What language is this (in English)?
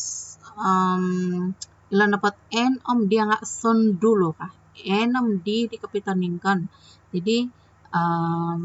Central Dusun